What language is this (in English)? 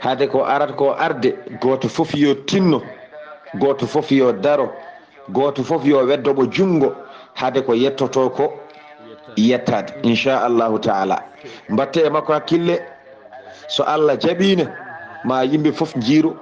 Fula